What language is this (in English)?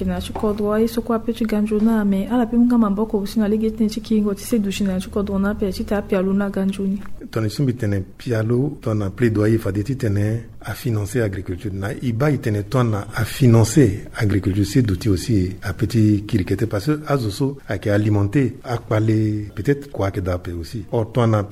Sango